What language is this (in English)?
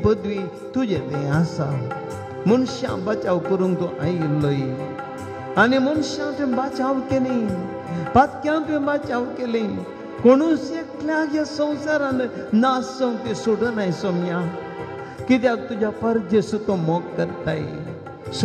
Konkani